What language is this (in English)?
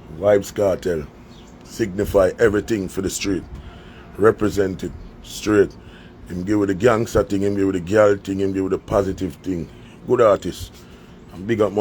Jamaican Creole English